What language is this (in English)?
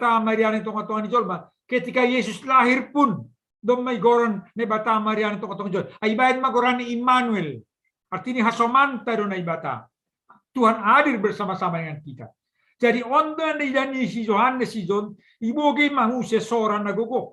Batak Simalungun